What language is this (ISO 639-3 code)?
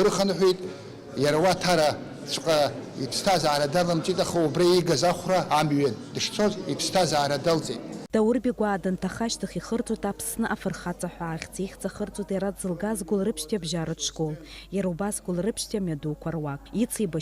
abk